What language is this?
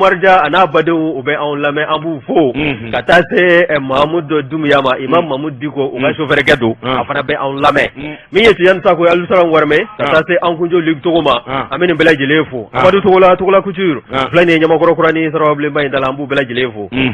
Bambara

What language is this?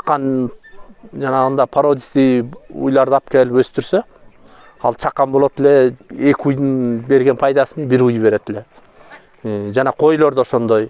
Kyrgyz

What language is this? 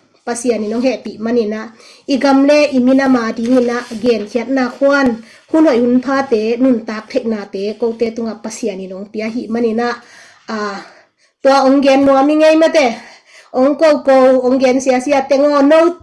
Tedim Chin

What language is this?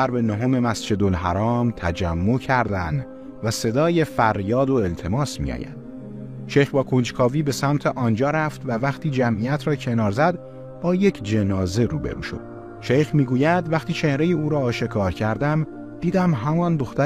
Tajik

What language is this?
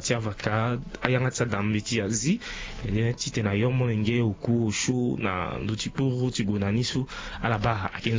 Sango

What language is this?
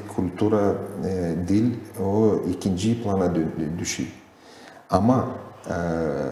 Gagauz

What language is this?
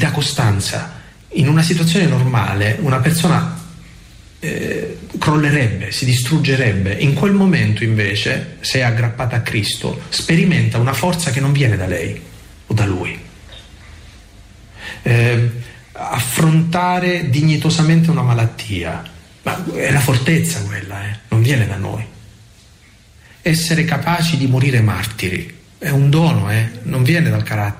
Italian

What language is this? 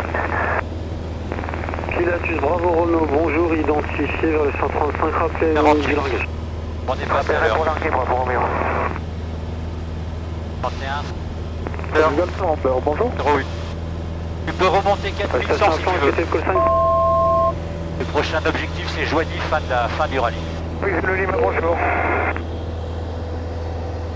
French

